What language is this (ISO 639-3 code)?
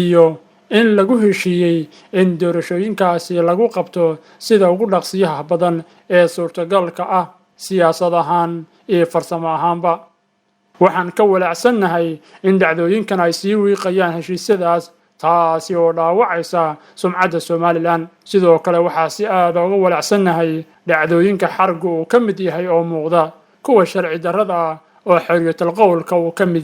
som